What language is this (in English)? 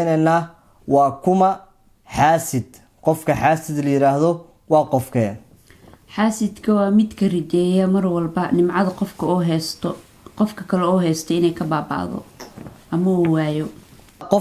Somali